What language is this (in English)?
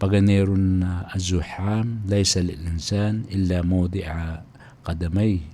Maranao